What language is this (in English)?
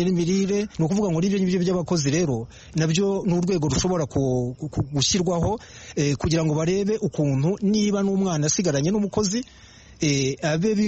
Kinyarwanda